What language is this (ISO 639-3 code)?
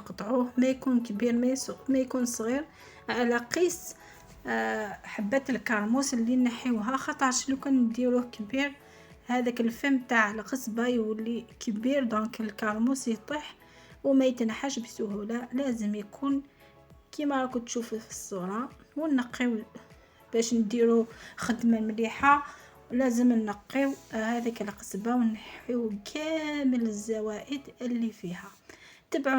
arq